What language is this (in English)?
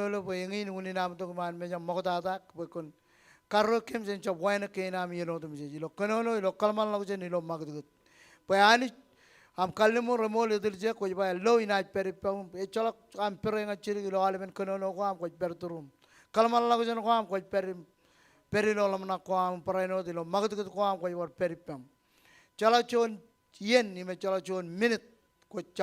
Marshallese